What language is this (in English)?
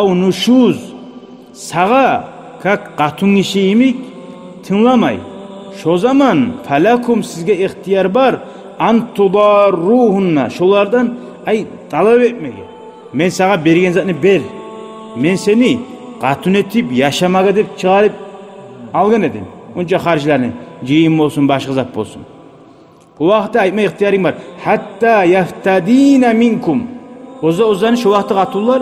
Kumyk